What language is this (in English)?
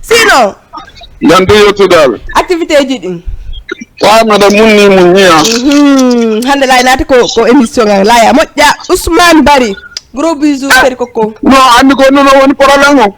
Fula